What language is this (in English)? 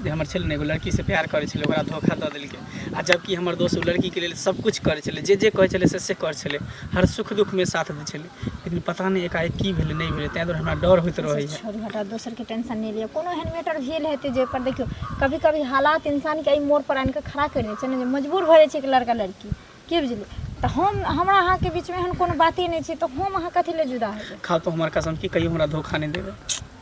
Maithili